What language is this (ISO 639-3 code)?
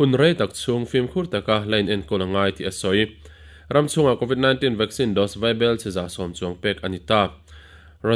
lus